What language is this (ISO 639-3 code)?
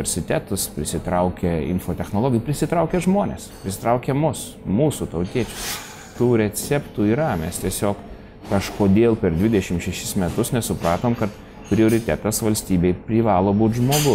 lit